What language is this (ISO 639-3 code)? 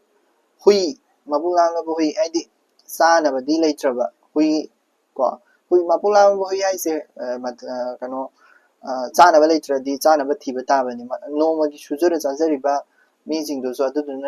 mni